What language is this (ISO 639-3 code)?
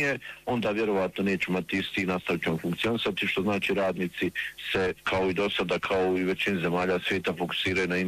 bos